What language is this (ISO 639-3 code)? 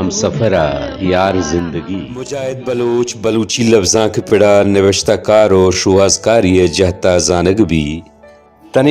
bal